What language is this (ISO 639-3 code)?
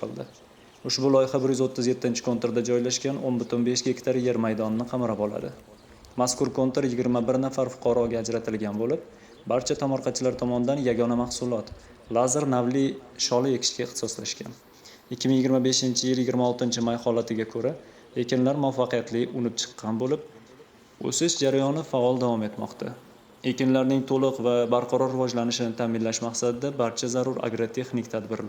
uzb